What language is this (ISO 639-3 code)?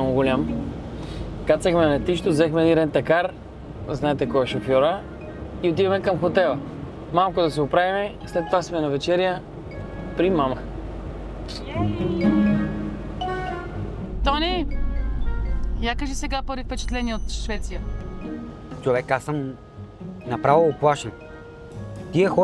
bul